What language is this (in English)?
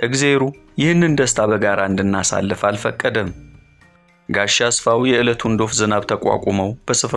Amharic